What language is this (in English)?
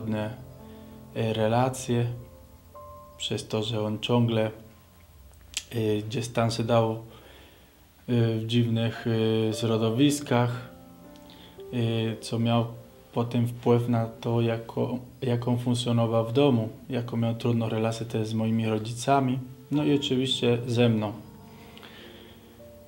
Polish